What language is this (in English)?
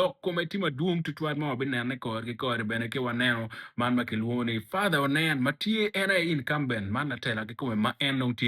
Acoli